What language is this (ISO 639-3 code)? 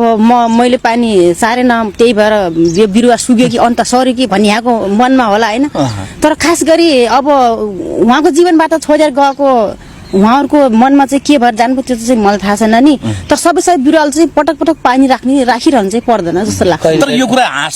nep